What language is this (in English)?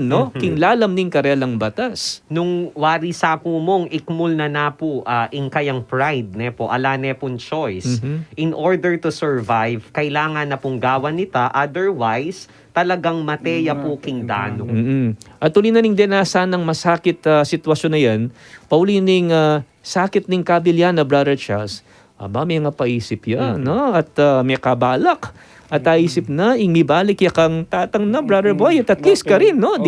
Pampanga